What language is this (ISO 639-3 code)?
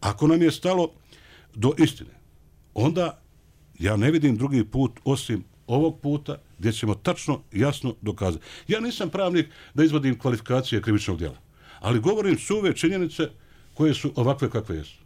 bos